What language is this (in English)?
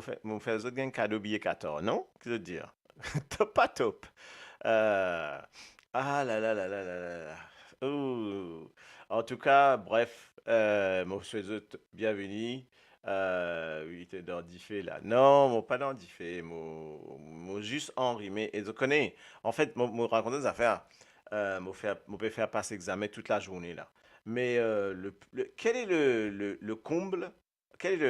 Morisyen